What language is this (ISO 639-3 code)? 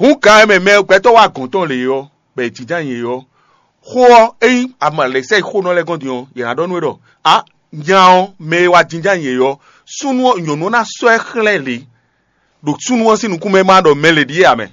fon